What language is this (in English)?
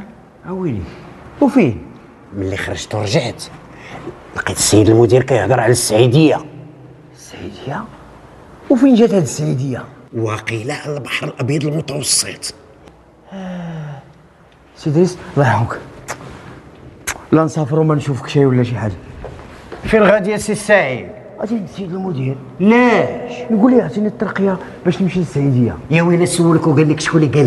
Moroccan Arabic